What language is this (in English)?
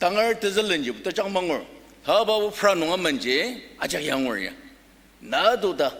Ao Naga